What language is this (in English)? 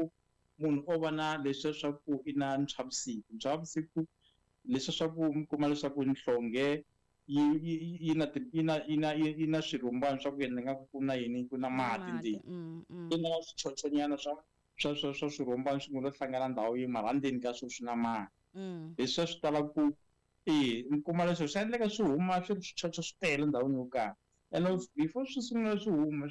Tsonga